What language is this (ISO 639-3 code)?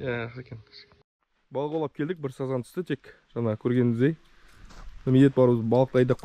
kaz